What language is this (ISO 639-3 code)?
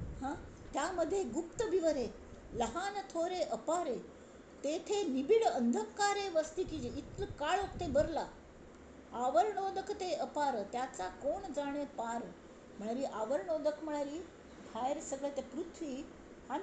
kok